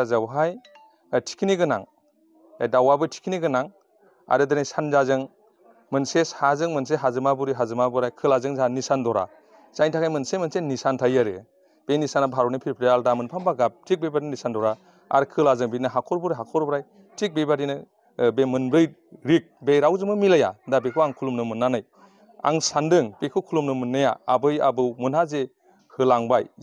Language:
Bodo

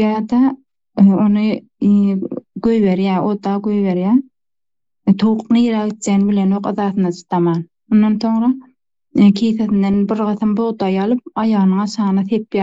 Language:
Turkmen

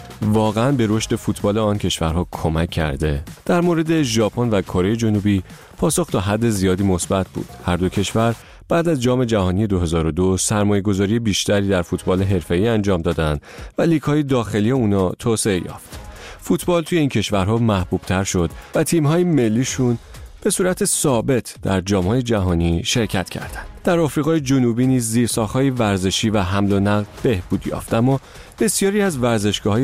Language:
Persian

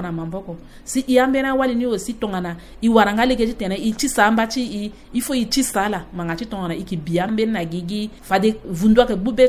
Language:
Sango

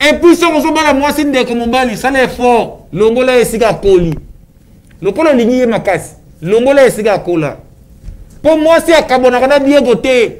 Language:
Lingala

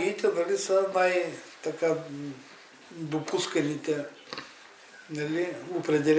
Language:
Bulgarian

